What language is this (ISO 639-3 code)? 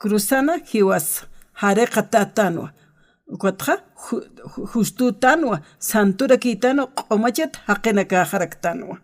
aym